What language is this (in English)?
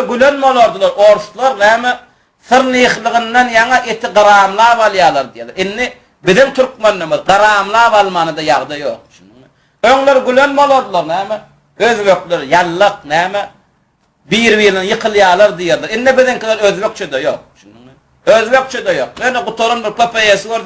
Turkmen